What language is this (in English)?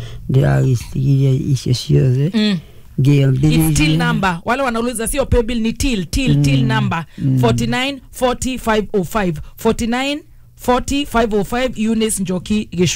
Kikuyu